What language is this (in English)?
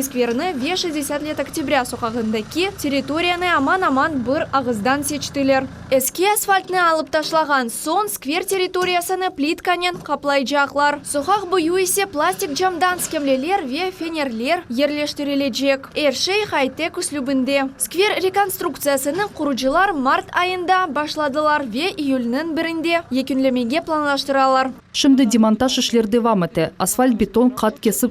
Crimean Tatar